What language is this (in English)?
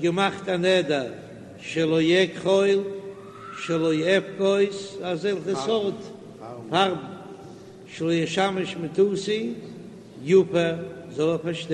Yiddish